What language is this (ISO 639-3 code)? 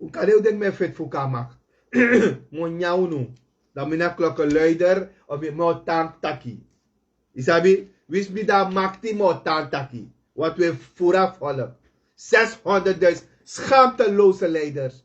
srn